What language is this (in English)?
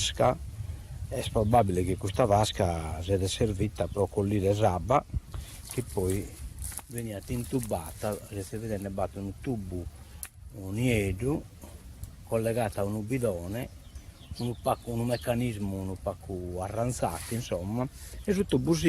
Sardinian